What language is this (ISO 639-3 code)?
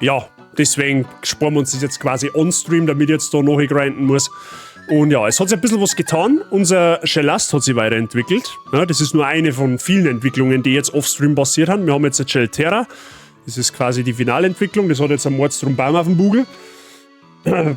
bar